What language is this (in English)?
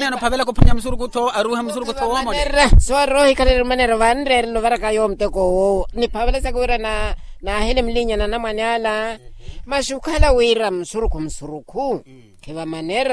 Makhuwa